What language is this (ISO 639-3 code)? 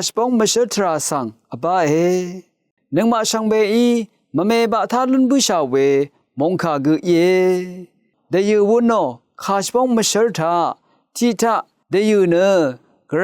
raw